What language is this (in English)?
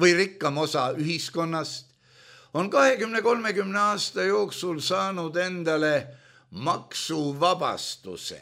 Estonian